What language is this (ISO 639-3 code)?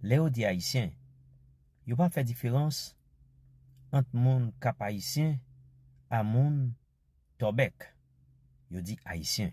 hat